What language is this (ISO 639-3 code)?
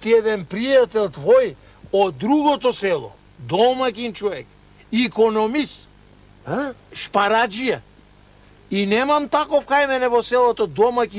mkd